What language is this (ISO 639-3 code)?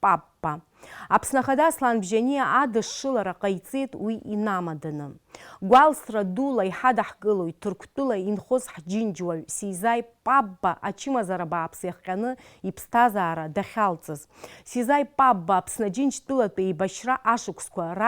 abk